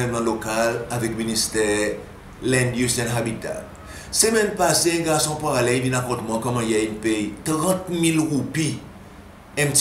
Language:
Seselwa Creole French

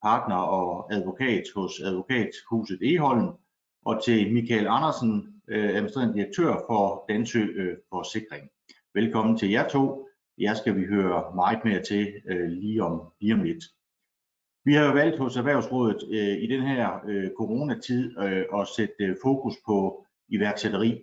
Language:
Danish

